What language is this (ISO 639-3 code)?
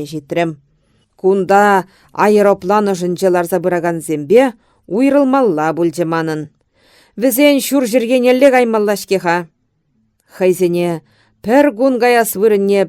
chv